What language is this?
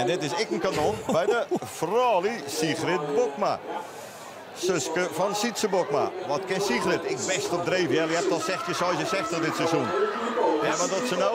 Western Frisian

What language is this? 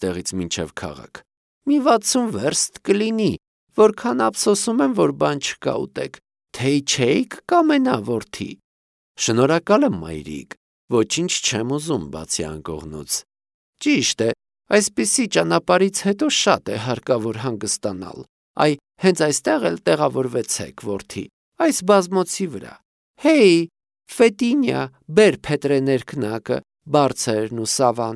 Armenian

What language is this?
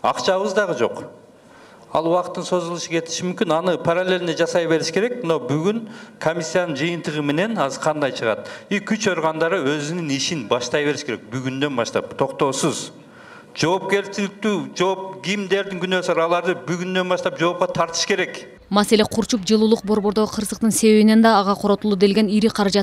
Kyrgyz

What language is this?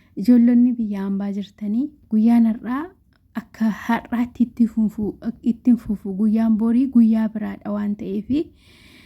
Oromo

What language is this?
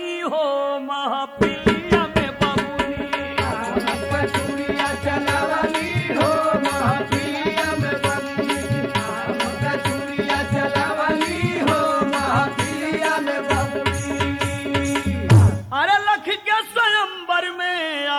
Bhojpuri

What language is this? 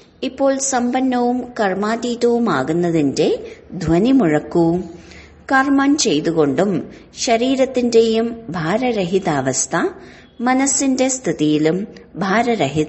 Malayalam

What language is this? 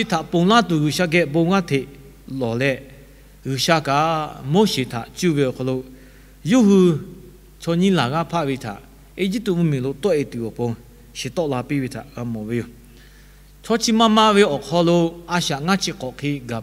Lahu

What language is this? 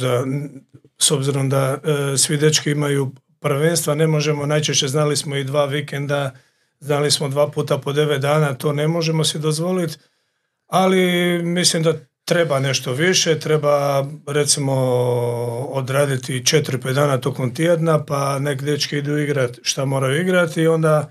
Croatian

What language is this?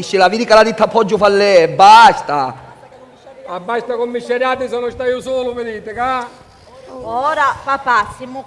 Sicilian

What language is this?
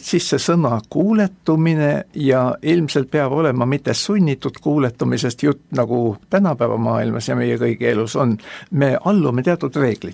Estonian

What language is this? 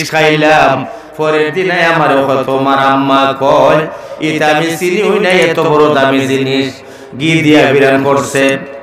Sylheti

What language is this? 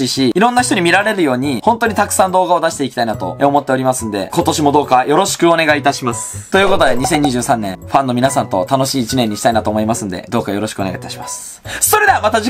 Japanese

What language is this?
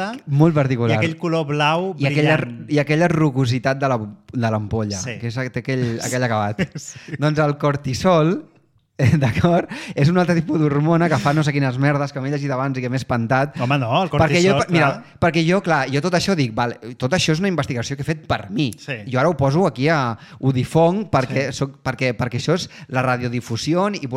Catalan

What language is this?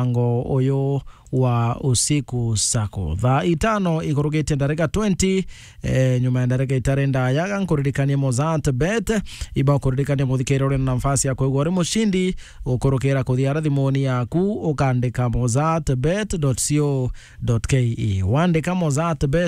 Meru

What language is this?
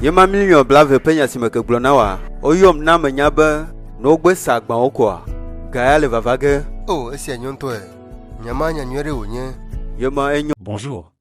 Ewe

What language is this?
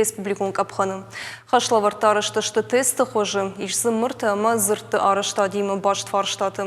Ossetic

